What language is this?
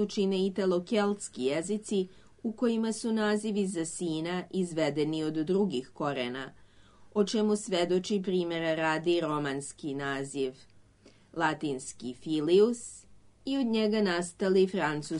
Serbian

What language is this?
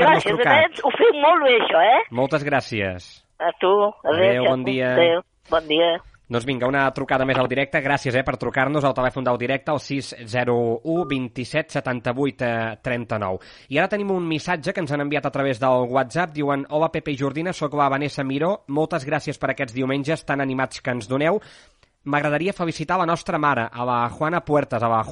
Catalan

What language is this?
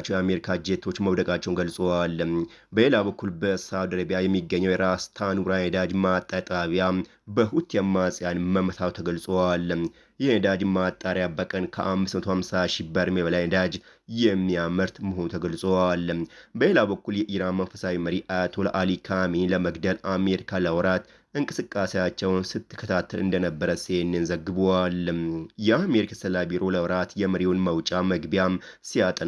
Amharic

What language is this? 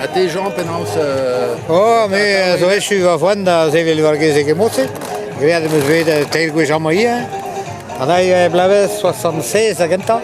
Breton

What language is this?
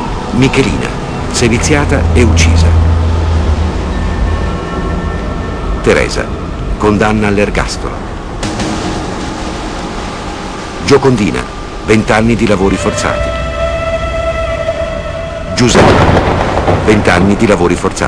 Italian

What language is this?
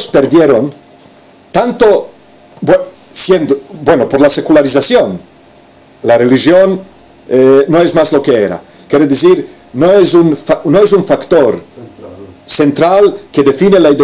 Ladino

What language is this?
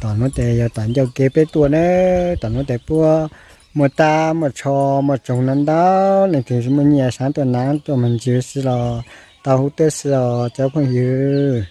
Hmong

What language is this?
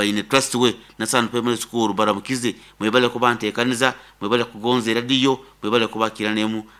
Nyoro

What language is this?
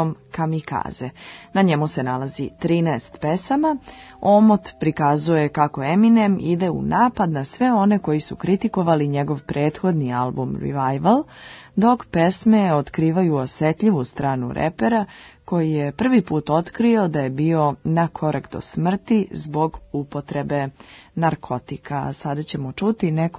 Serbian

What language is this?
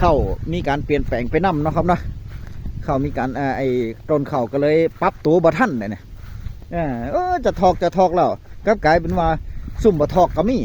Northeastern Thai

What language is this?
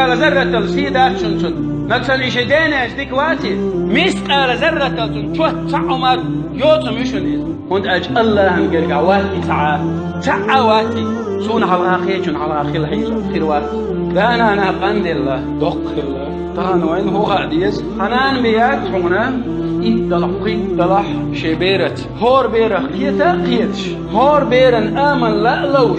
Chechen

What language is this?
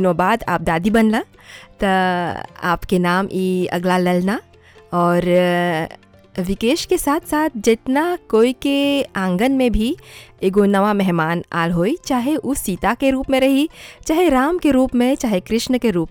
Bhojpuri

